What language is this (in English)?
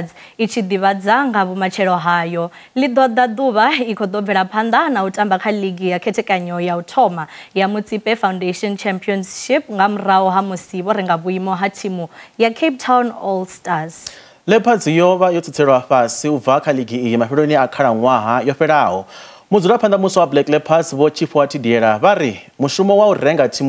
Venda